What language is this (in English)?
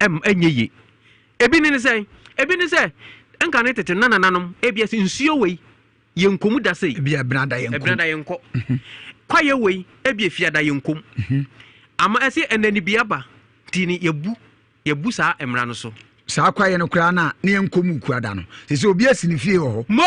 Akan